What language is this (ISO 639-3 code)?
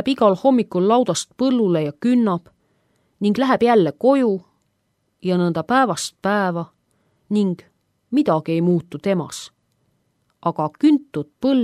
est